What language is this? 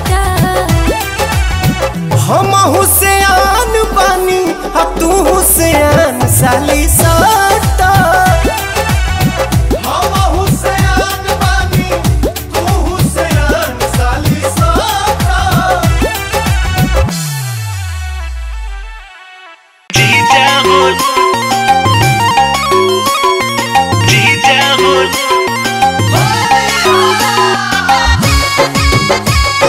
Bhojpuri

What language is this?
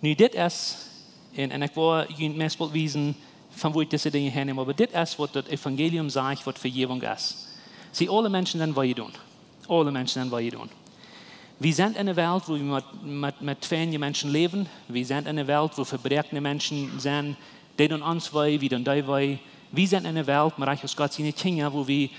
Plautdietsch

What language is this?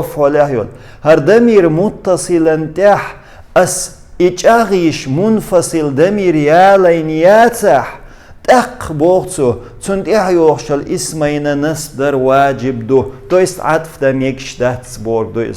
Chechen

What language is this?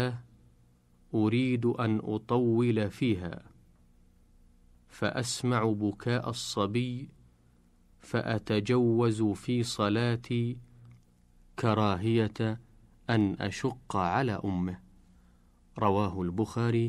Arabic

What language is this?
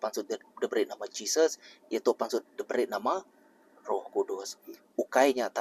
Iban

